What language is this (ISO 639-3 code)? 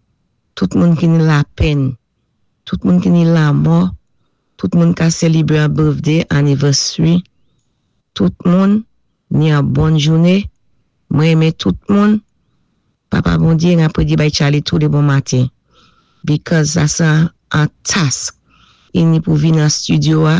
acf